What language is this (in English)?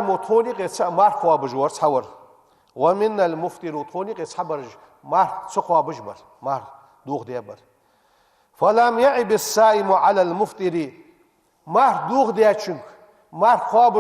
Ingush